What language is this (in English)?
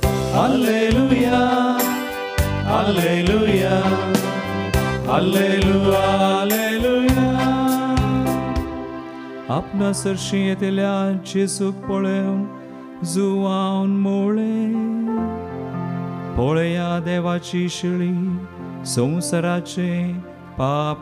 Konkani